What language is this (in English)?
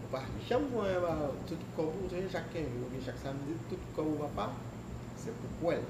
Haitian Creole